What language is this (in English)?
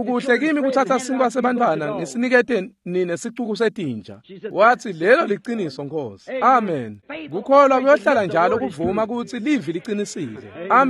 Swati